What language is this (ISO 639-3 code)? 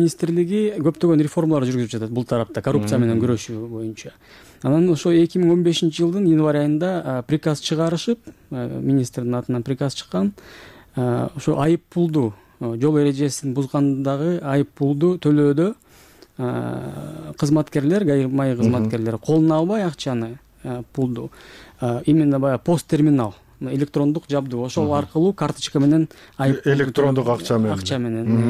kir